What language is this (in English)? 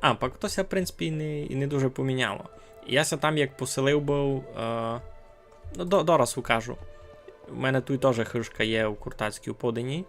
Rusyn